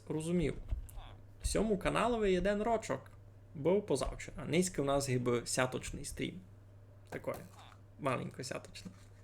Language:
Rusyn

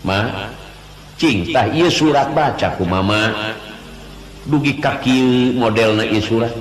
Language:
Sundanese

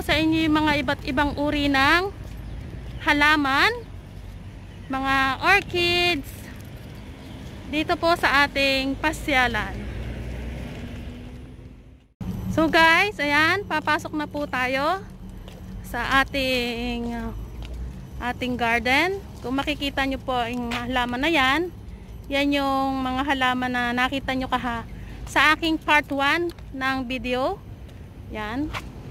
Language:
Filipino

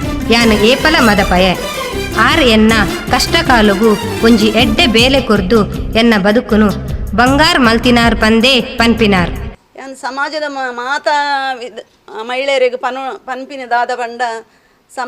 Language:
Tulu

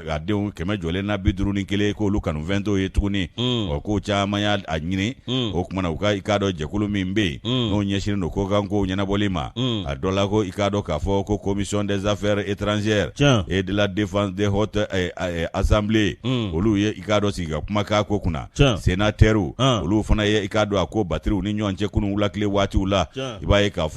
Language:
Bambara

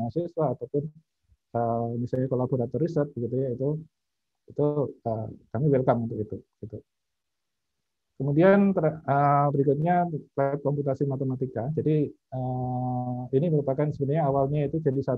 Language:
Indonesian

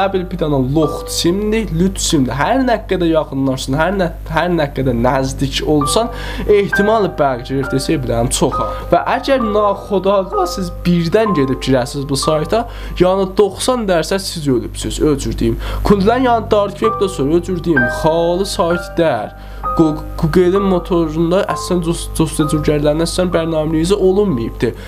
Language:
South Azerbaijani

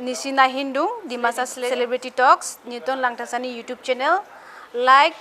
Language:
Dimasa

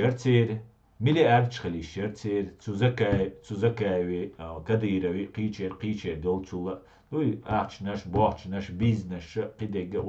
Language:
Chechen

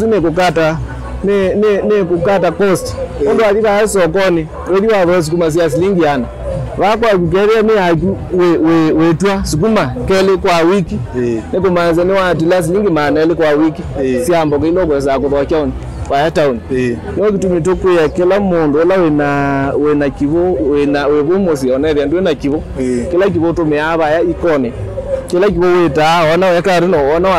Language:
Kamba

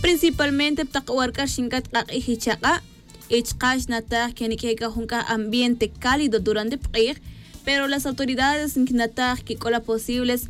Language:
Tz'utujil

